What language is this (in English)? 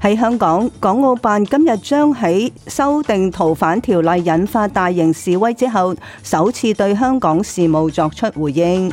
Cantonese